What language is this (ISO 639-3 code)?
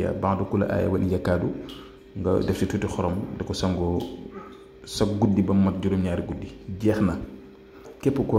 wol